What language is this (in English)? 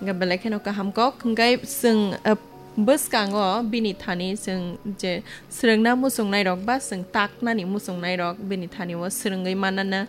Kok Borok